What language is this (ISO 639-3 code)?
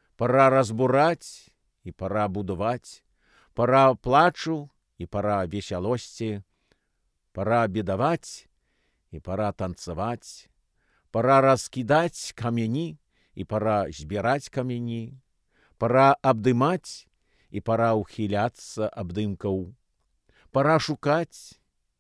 bel